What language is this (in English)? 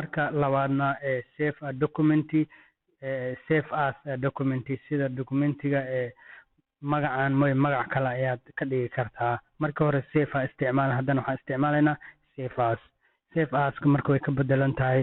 Somali